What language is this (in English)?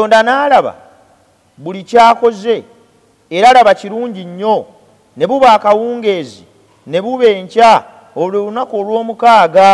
Ganda